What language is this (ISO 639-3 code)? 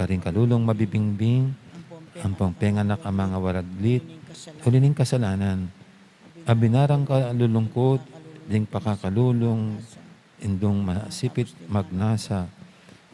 pam